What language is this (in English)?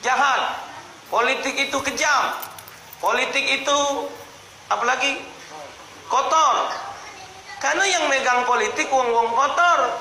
Musi